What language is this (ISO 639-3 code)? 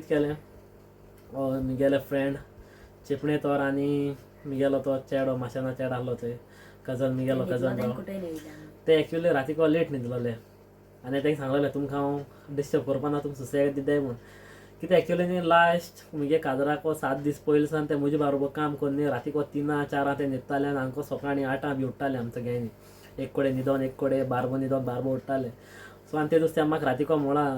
kok